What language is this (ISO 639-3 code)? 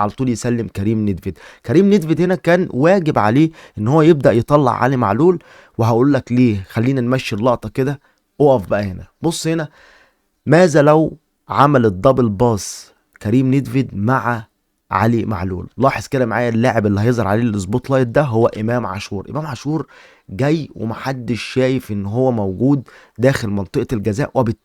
arz